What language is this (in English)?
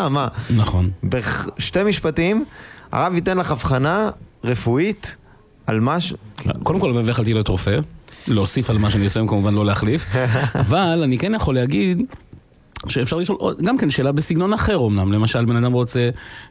Hebrew